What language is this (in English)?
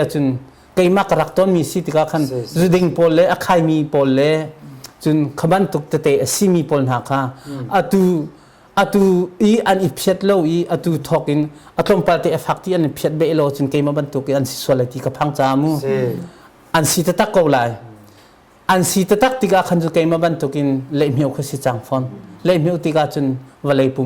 Hakha Chin